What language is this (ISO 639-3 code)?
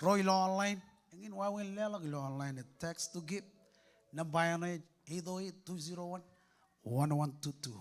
mah